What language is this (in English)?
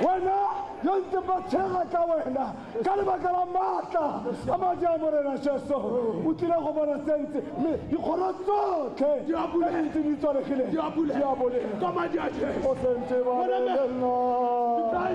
Tswana